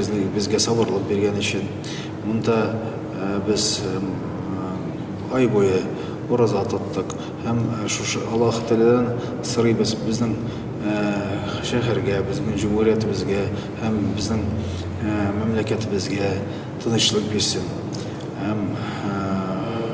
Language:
Tatar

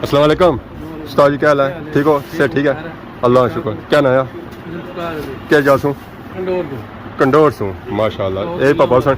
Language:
Pahari-Potwari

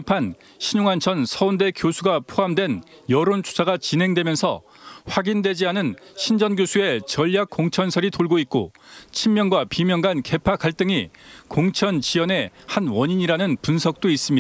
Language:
Korean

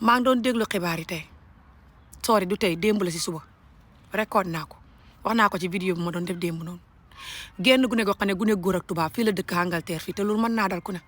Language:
Wolof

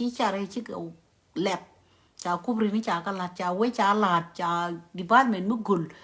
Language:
Nuer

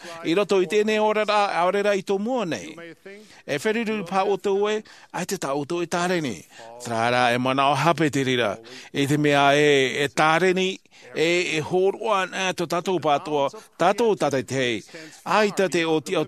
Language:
Tahitian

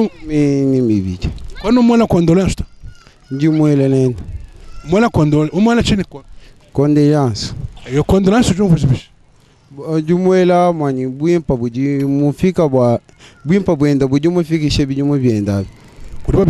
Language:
Luba-Lulua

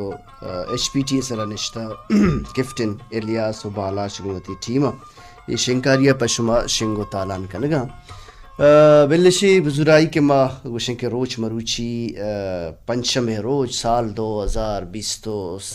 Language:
Baluchi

